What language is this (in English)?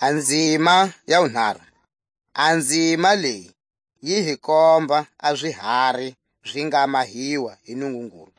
Tswa